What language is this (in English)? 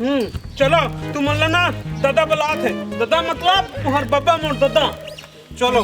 Chhattisgarhi